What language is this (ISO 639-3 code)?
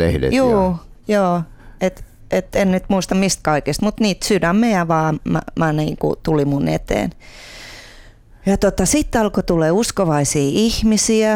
fin